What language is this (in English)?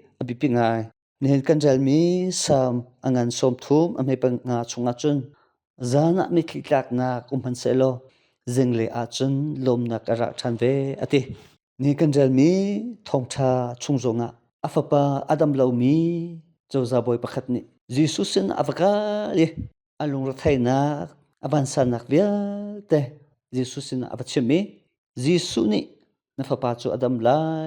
Hakha Chin